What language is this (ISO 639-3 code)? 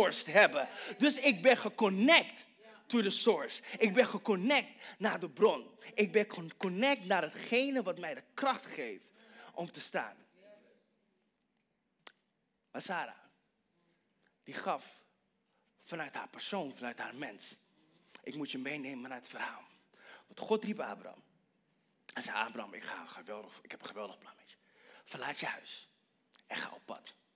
nld